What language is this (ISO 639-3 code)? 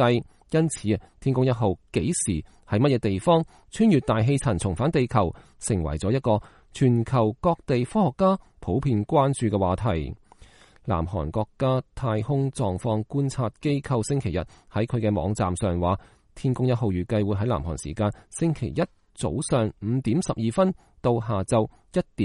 yue